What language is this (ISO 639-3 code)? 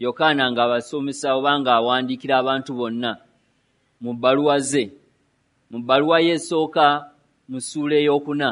lug